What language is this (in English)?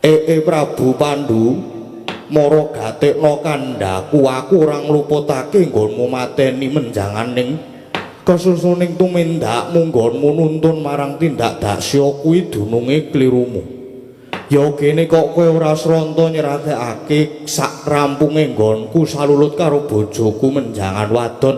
Javanese